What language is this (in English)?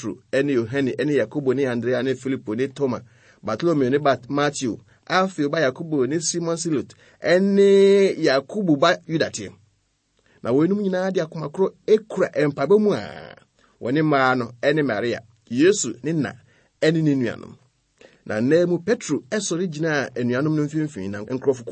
Akan